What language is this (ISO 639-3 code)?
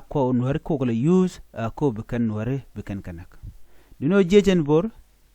nus